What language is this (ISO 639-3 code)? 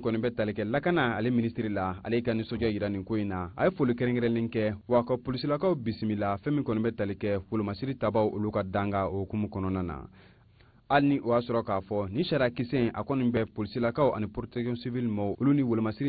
bam